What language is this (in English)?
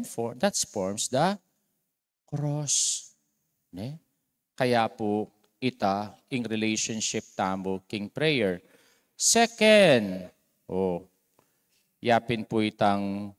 Pampanga